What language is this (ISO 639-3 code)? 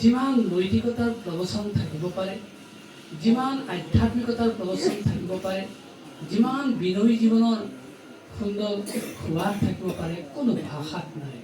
asm